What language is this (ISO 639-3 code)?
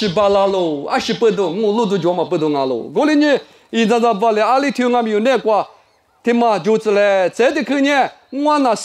lis